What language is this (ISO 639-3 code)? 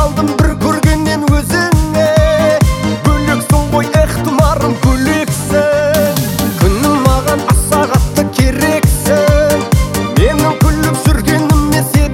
kaz